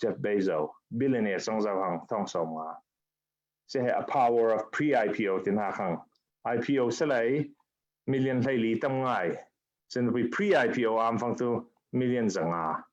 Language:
Falam Chin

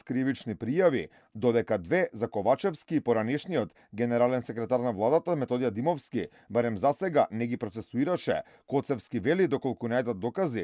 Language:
Macedonian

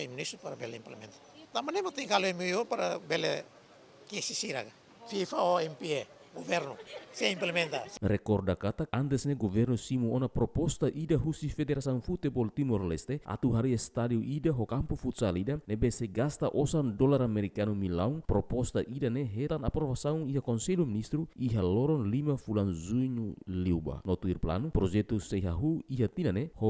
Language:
Tetum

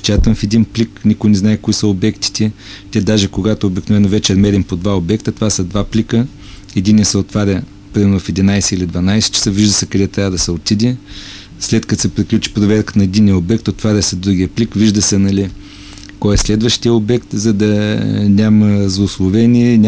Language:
Bulgarian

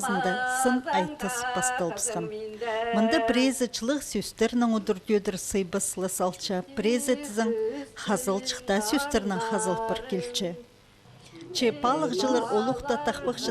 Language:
Khakas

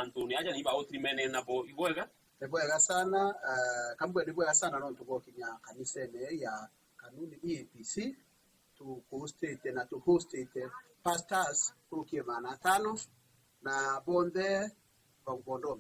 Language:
Meru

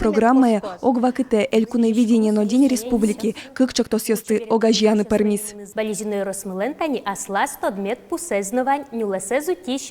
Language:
Udmurt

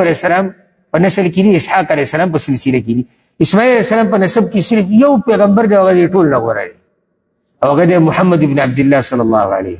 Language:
Pashto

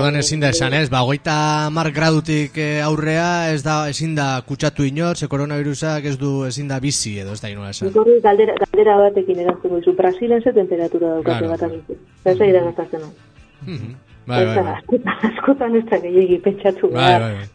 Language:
Basque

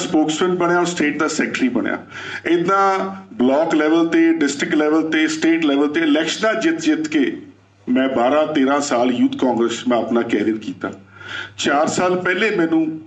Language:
Punjabi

